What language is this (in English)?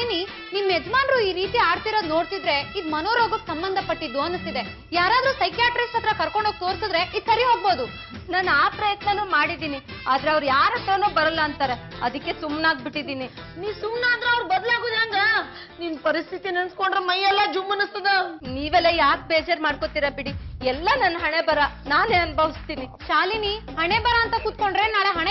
Kannada